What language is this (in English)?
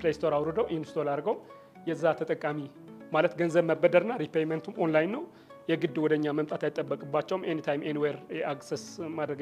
Amharic